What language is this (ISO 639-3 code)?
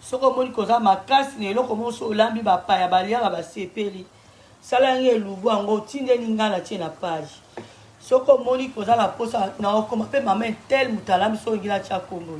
lin